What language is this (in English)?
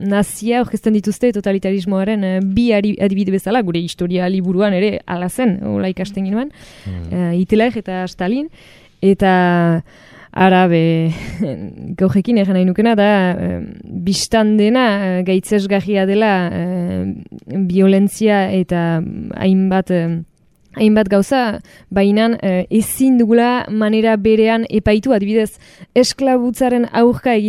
Basque